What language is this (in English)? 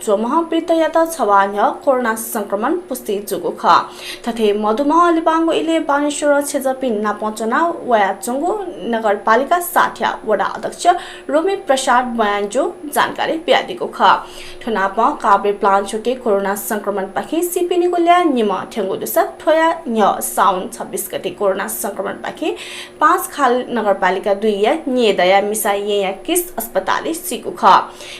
Newari